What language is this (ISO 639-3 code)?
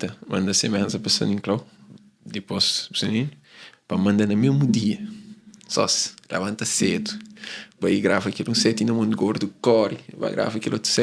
kea